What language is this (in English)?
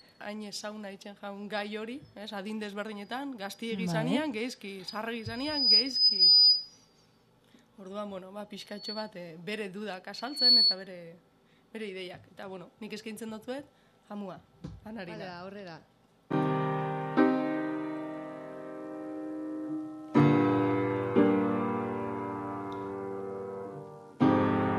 Basque